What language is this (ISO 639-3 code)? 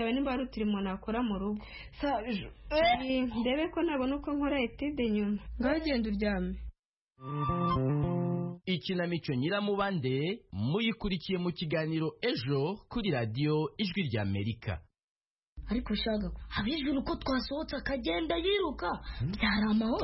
kin